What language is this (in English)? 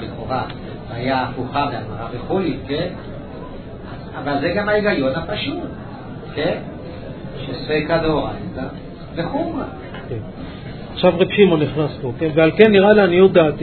Hebrew